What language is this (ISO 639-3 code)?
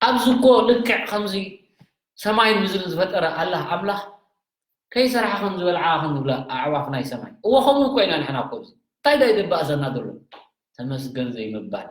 tir